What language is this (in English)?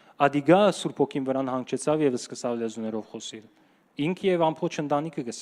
Western Armenian